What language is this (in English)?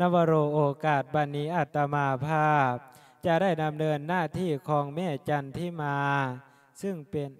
Lao